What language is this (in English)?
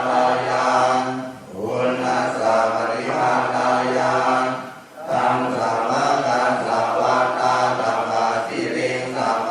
Pali